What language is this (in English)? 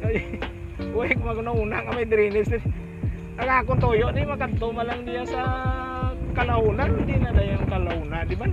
Hiligaynon